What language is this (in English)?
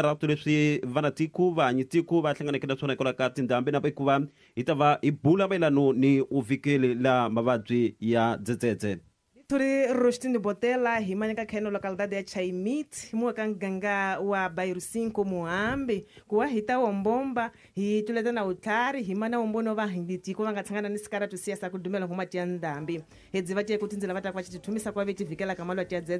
Tsonga